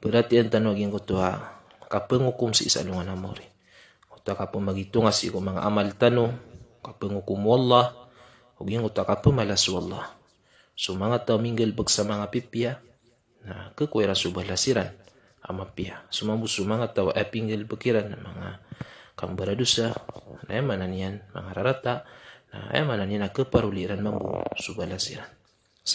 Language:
Maranao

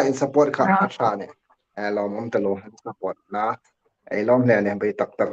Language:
Hmar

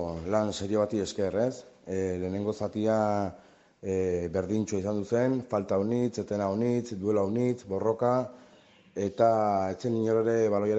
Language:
Basque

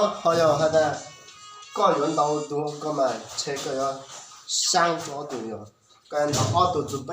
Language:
Hmong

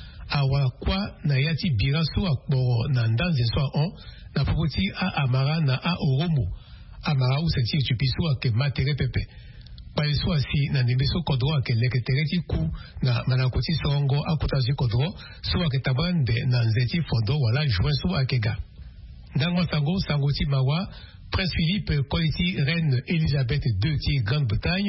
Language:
Sango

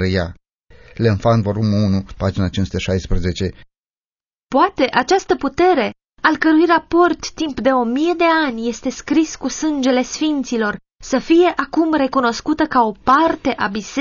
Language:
Romanian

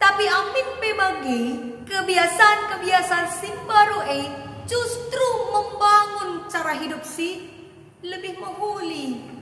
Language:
Batak Karo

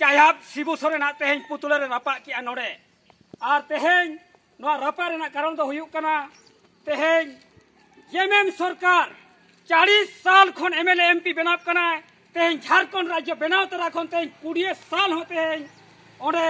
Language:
Santali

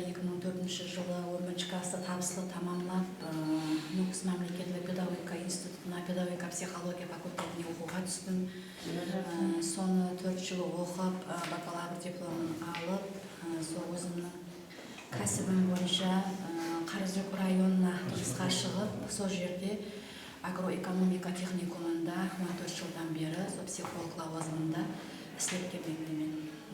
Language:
Kara-Kalpak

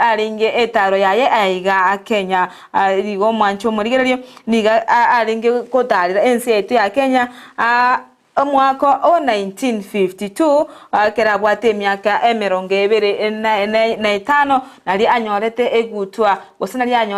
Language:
Gusii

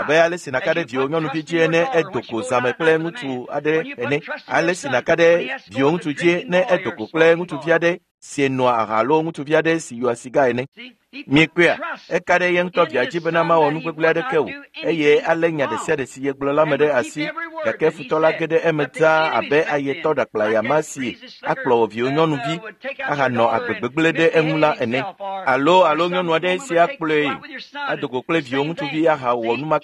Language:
Ewe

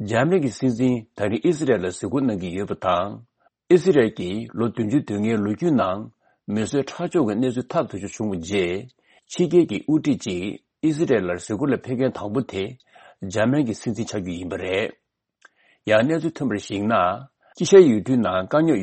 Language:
Tibetan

